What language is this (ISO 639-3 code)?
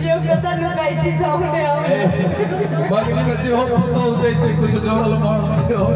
mai